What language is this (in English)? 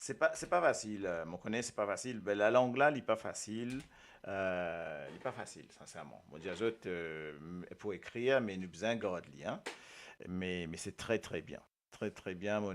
Morisyen